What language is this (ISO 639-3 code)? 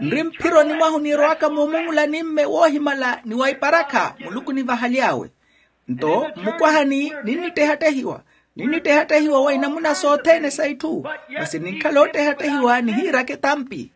vmw